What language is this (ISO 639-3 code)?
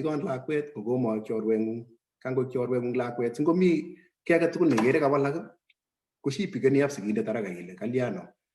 kln